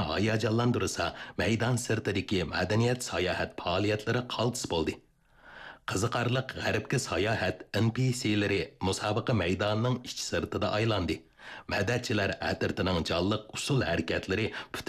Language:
Uyghur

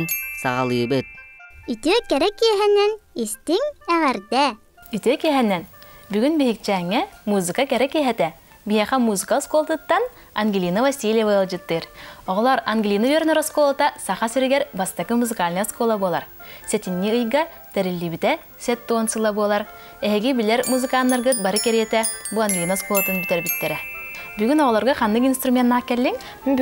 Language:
Yakut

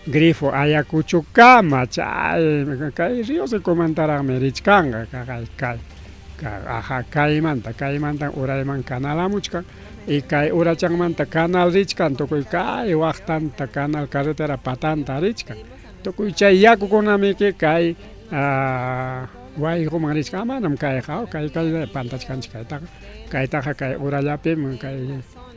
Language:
Ayacucho Quechua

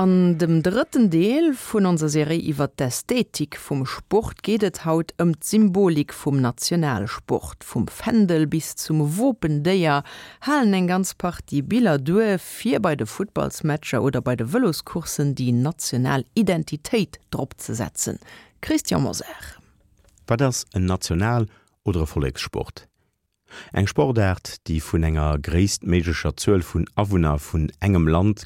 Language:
Luxembourgish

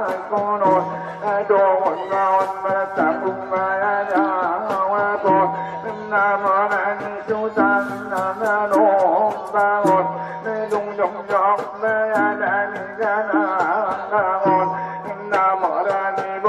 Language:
Batak Angkola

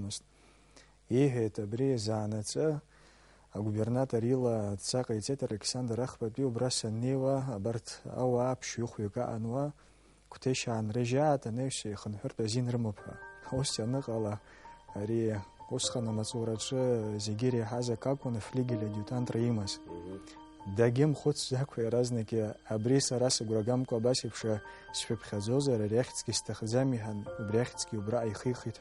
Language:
Abkhazian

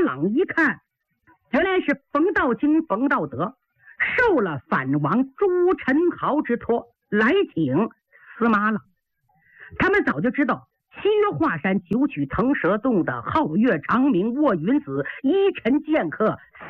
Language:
Chinese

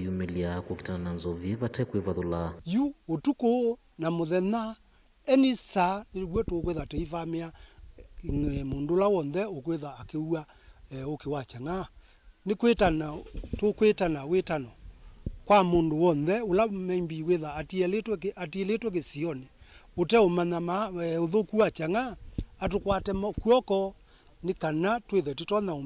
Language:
Kamba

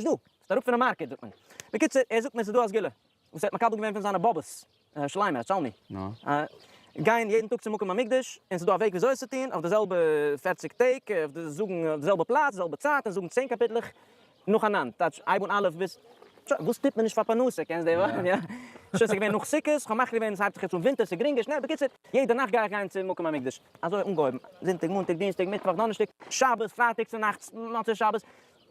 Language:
Yiddish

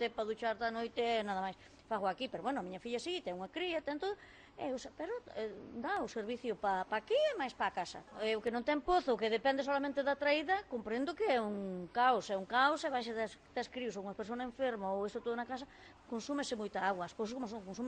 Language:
Galician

